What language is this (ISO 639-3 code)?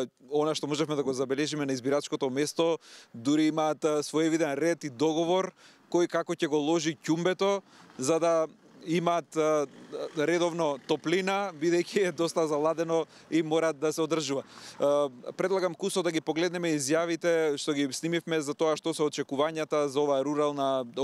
mkd